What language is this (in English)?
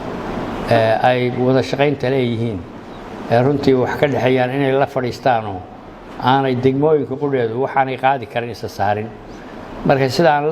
Somali